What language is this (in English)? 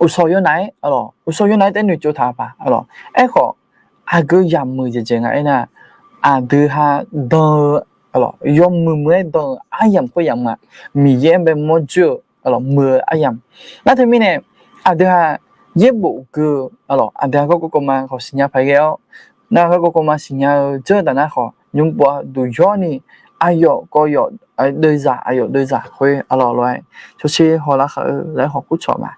Akha